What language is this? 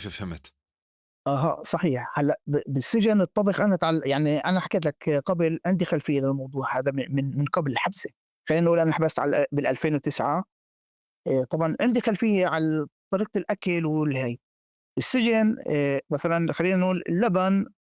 North Levantine Arabic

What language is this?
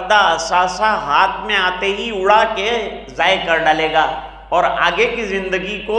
Urdu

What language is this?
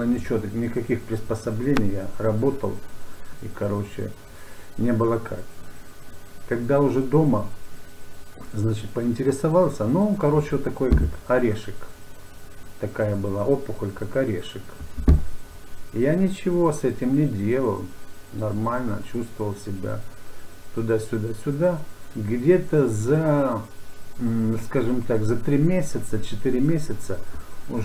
Russian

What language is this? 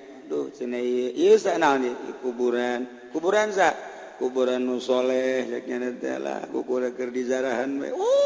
Sundanese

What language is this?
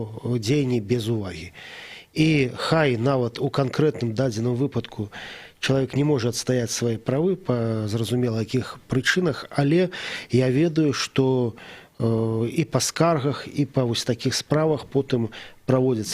Belarusian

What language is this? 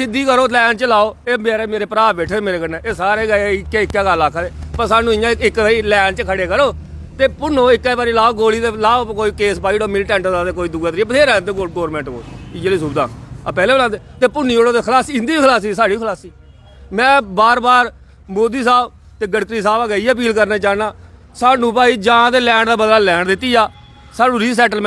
Dogri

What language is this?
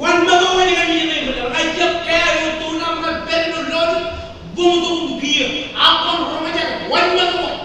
Marshallese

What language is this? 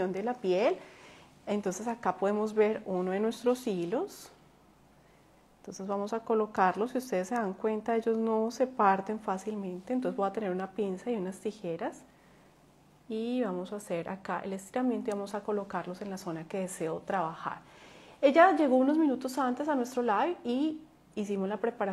Spanish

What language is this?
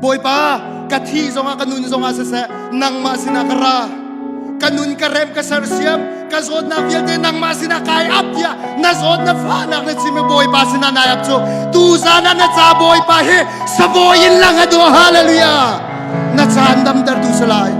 Hakha Chin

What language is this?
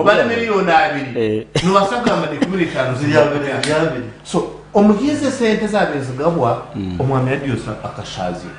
Nyankole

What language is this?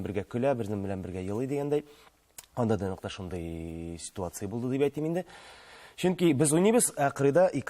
Tatar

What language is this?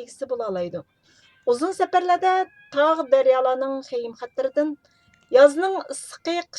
Uyghur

